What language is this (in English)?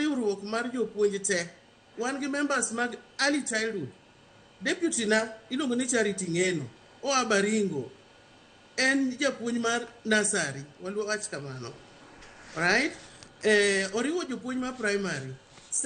Luo (Kenya and Tanzania)